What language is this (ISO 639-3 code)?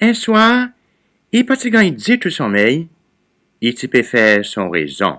crs